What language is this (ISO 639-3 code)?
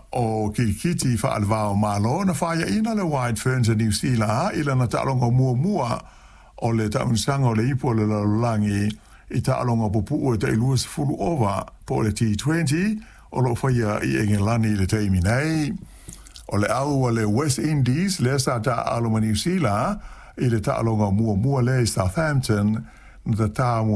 smo